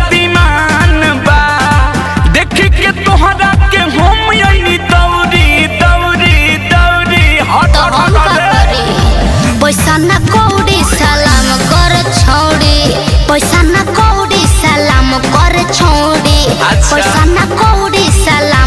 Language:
Bhojpuri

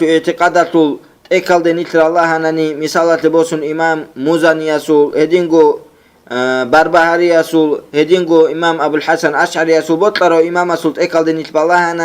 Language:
Avaric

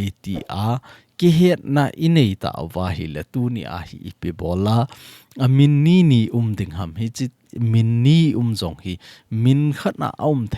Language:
Thado Chin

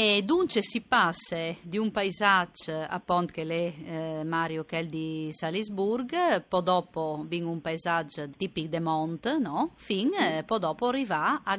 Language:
Friulian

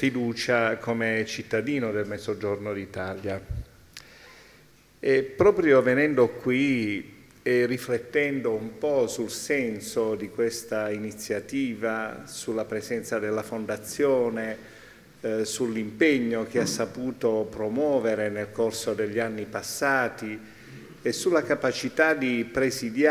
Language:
Italian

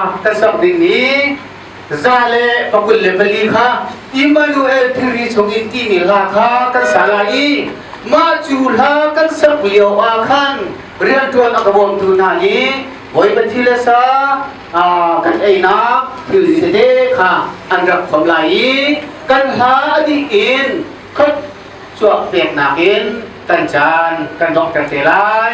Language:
Hakha Chin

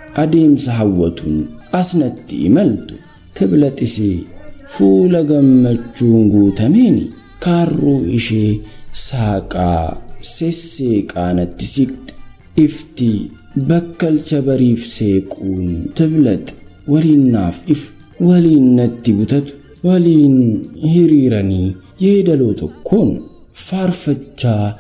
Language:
Oromo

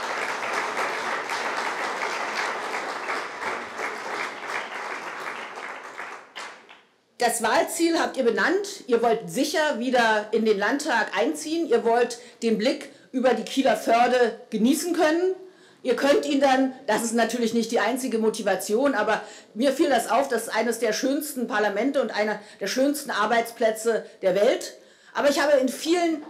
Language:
German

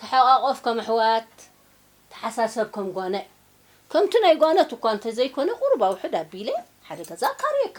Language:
Tigrinya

